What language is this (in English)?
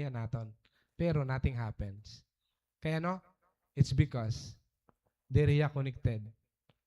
Waray